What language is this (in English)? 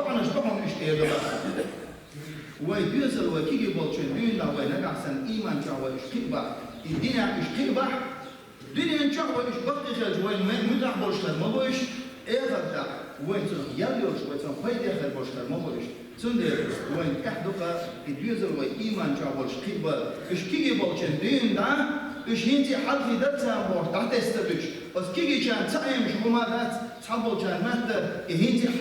Chechen